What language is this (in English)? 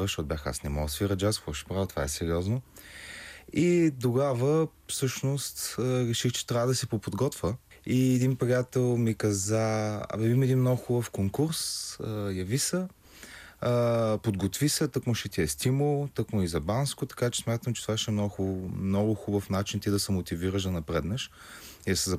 Bulgarian